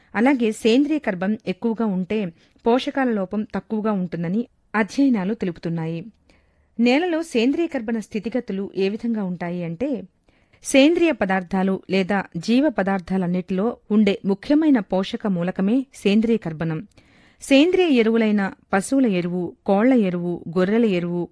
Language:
Telugu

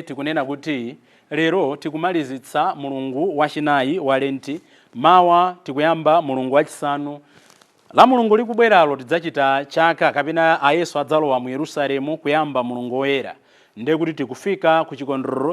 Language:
Nyanja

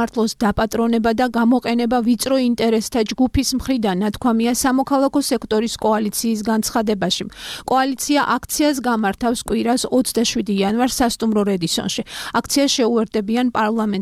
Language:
Georgian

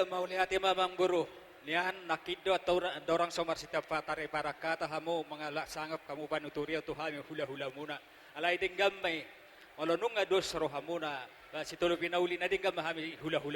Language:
Batak Toba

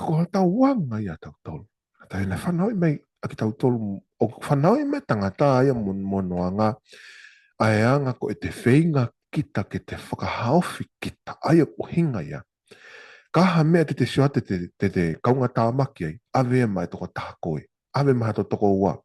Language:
Tongan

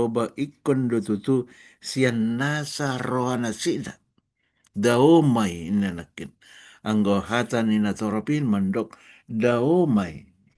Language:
Batak Toba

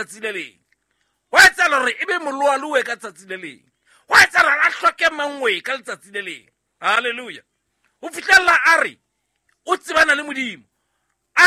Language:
Southern Sotho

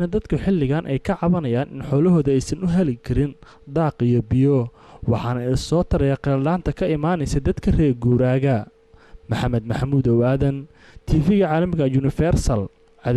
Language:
Somali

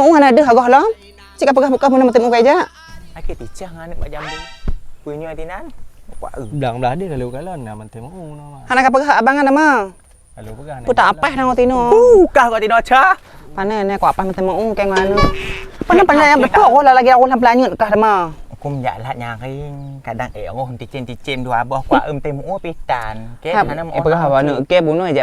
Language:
Achinese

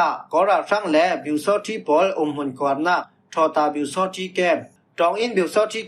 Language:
Falam Chin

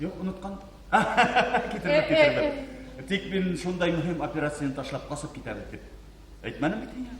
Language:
Bashkir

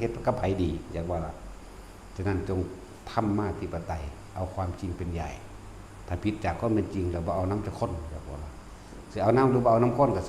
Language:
Northeastern Thai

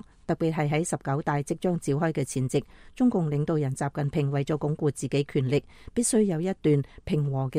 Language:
Cantonese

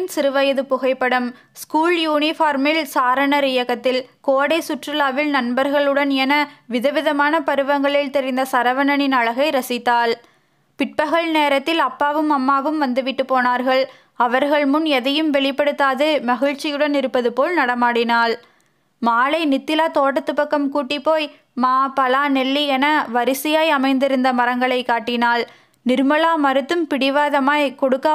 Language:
Tamil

